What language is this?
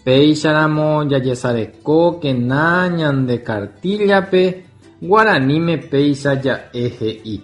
Guarani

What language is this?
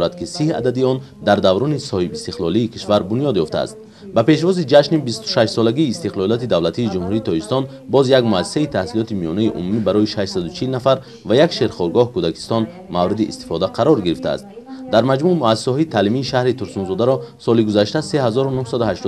Tajik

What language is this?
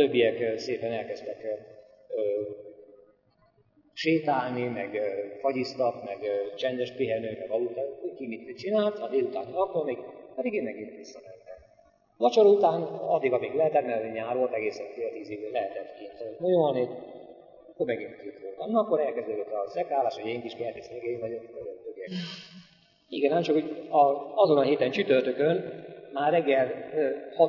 Hungarian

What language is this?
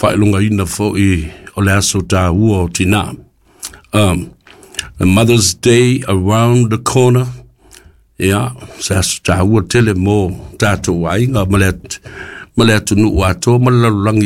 Samoan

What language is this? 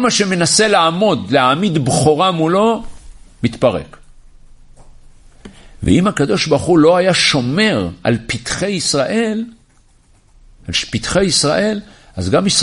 Hebrew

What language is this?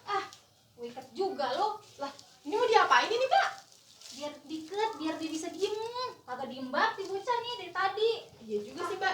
Betawi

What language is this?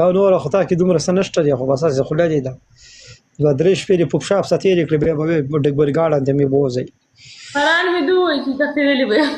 Pashto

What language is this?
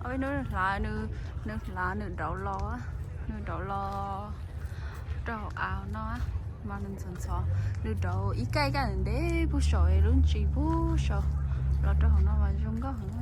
Hmong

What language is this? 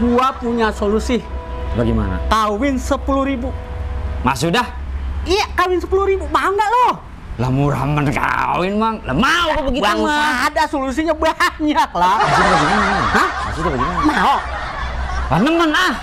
Betawi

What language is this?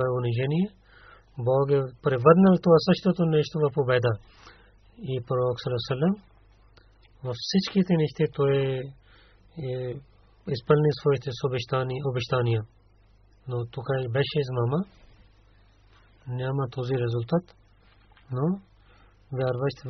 Bulgarian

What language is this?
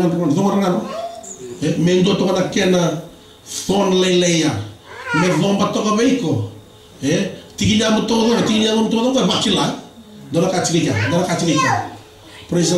Fijian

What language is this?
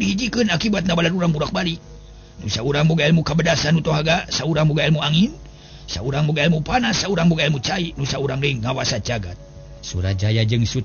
Sundanese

